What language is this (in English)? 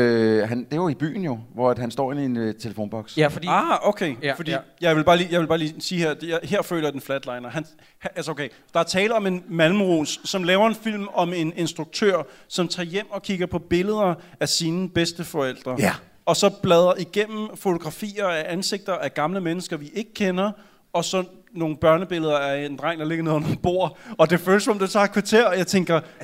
Danish